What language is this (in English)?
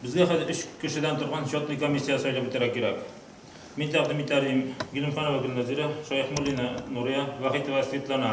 Tatar